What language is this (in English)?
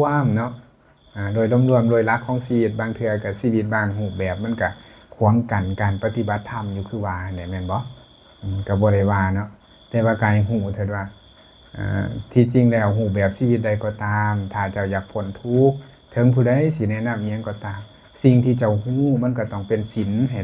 Lao